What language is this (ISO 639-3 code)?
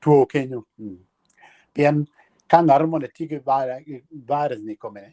ach